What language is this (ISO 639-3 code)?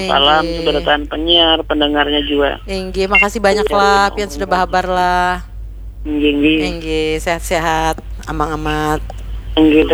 bjn